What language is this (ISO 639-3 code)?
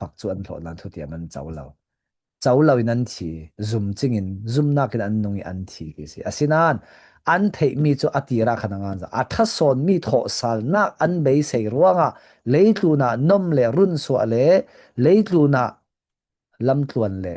cfm